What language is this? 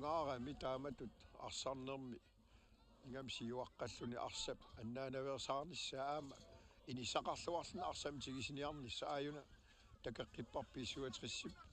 Kalaallisut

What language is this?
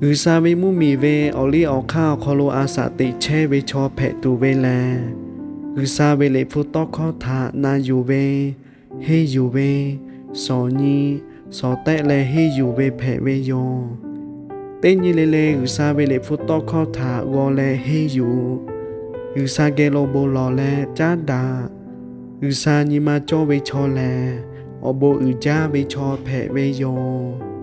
Lahu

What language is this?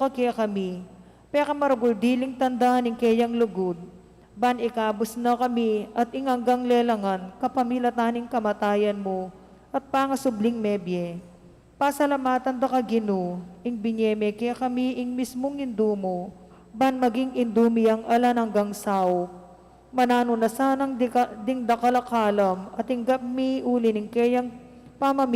Pampanga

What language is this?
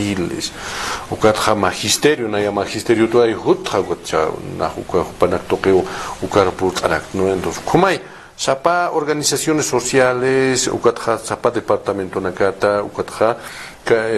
Aymara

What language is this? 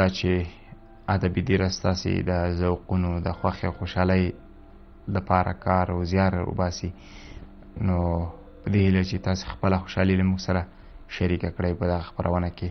Pashto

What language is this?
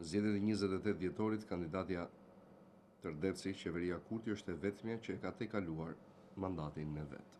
Albanian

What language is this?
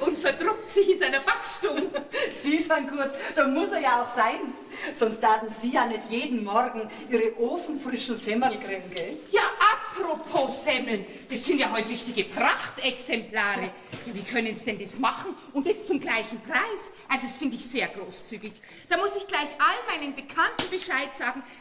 Bavarian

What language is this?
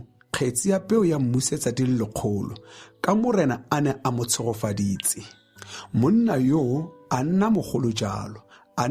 Tswana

